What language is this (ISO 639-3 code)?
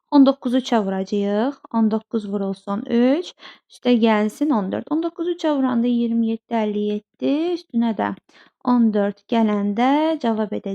aze